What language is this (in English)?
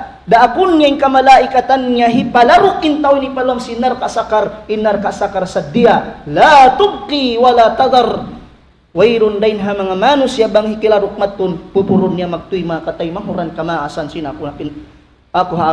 Tausug